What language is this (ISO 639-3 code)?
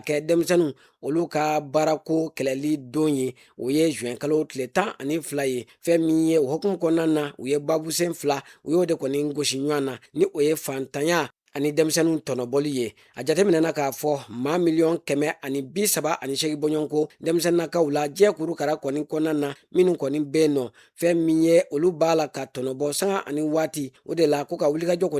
bam